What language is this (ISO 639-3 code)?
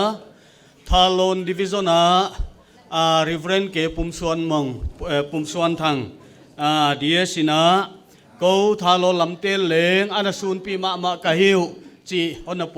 pck